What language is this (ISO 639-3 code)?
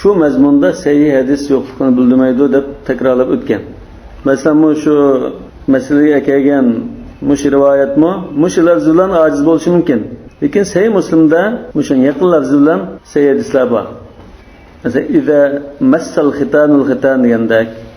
uig